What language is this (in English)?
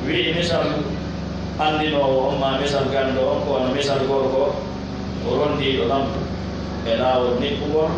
Pular